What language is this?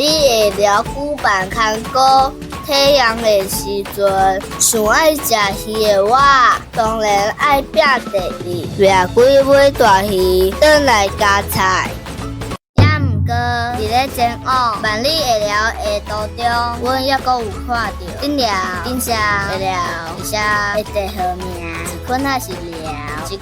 Min Nan Chinese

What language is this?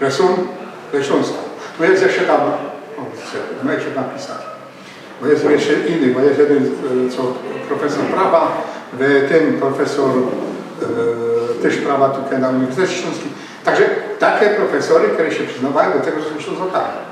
Silesian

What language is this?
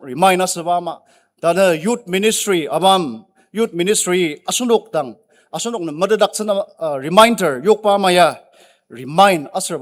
Ao Naga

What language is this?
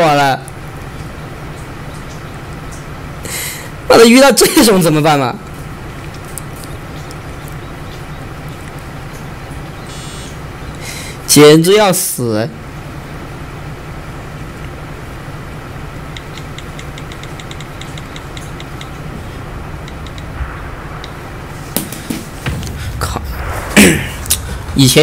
Chinese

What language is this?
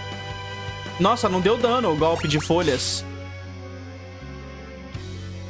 Portuguese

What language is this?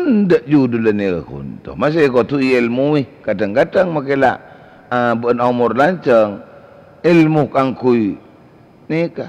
Madurese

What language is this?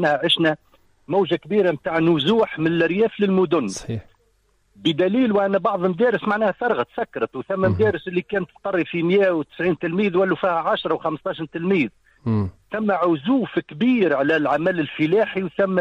Tunisian Arabic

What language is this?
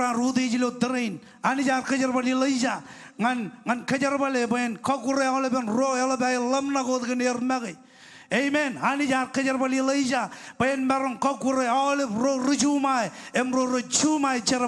Marshallese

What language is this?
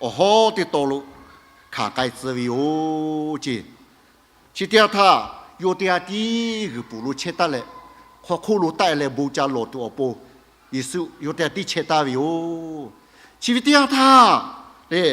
Lahu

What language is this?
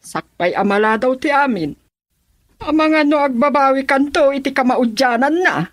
Iloko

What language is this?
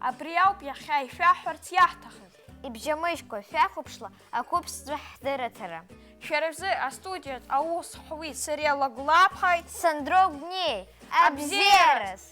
Abkhazian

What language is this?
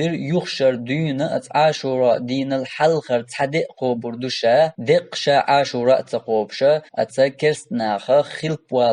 Chechen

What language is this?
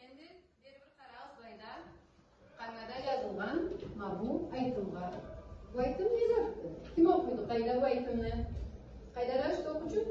Karachay-Balkar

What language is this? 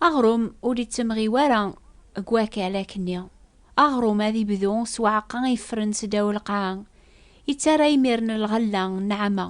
Kabyle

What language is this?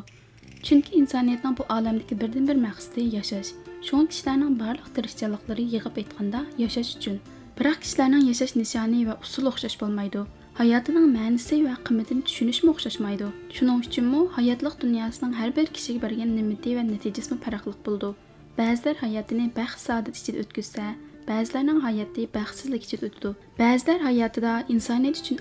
Uyghur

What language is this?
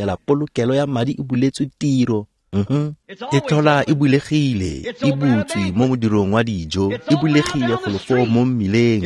Tswana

